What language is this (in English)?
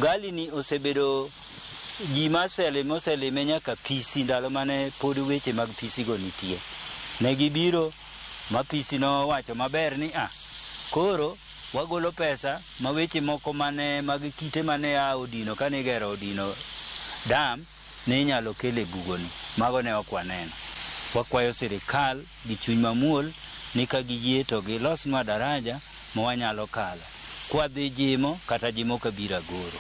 Luo (Kenya and Tanzania)